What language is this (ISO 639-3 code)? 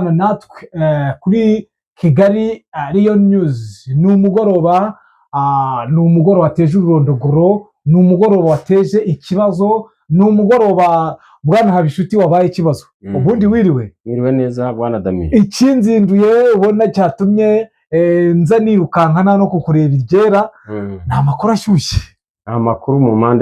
kin